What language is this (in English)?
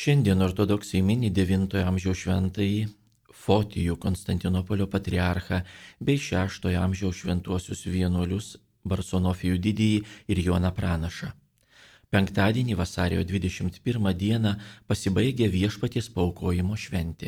Lithuanian